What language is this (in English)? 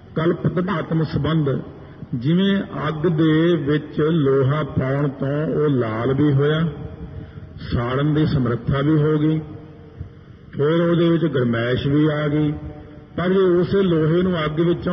Punjabi